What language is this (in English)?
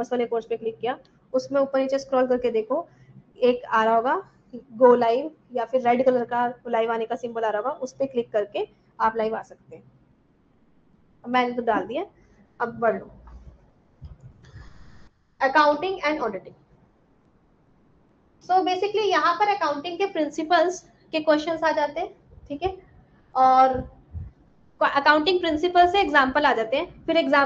Hindi